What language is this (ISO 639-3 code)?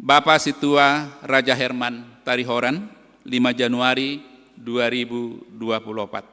bts